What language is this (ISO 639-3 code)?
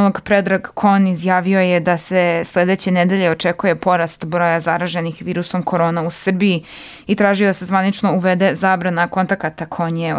srp